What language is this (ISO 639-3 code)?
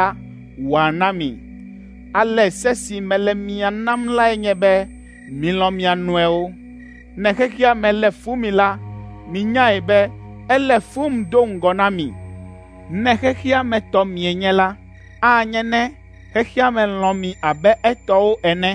ewe